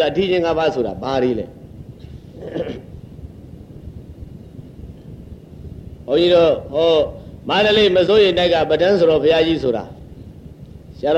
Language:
Burmese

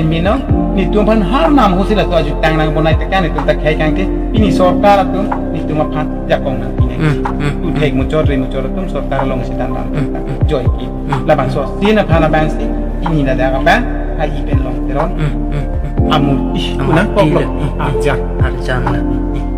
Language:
Karbi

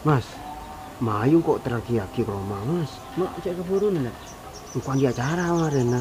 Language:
Madurese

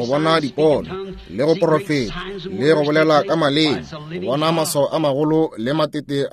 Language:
Northern Sotho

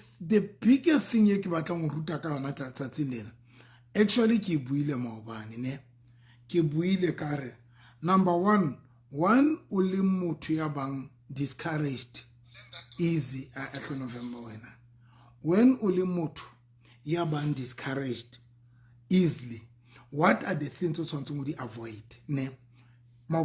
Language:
Southern Sotho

